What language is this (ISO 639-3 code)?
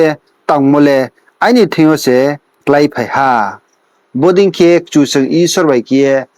ria